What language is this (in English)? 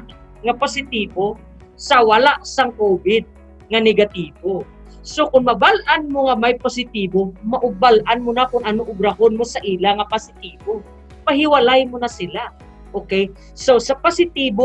Hiligaynon